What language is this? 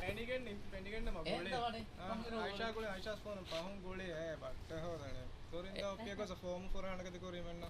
Divehi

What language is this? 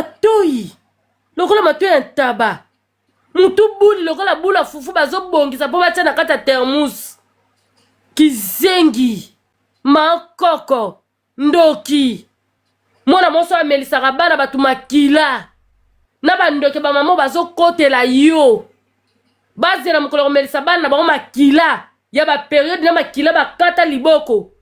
Lingala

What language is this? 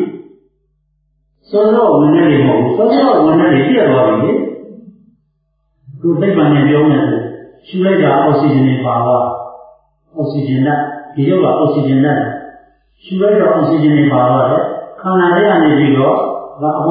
Burmese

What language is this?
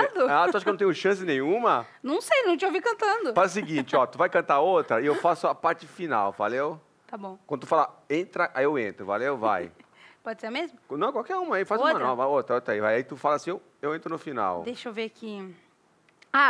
Portuguese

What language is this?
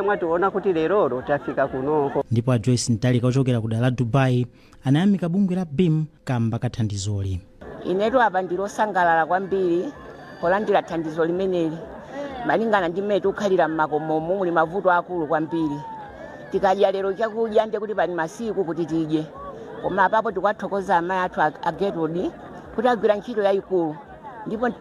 Nyanja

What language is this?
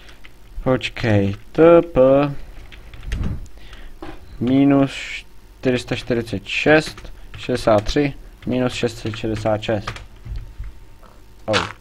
Czech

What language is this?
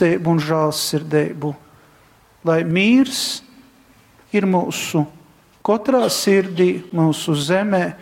Latgalian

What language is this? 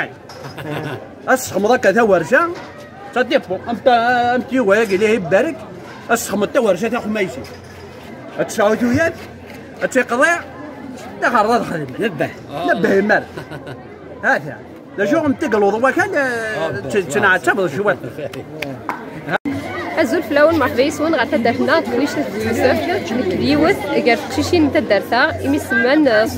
Kabyle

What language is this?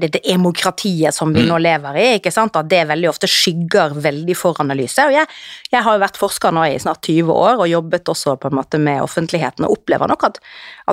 Norwegian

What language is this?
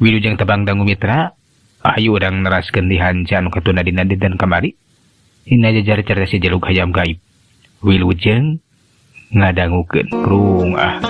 Sundanese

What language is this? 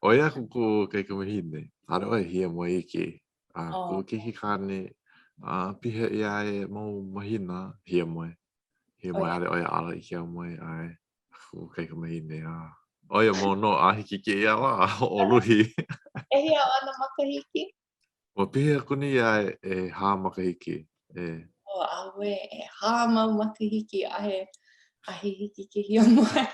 Hawaiian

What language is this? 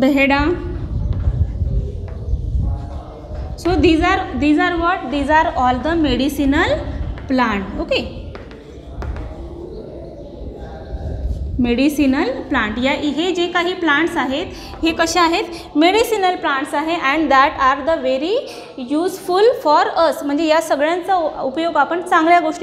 Marathi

